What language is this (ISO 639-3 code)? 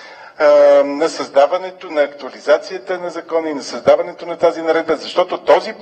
bul